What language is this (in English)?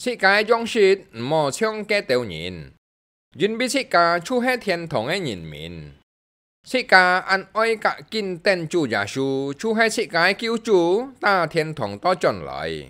Hakka Chinese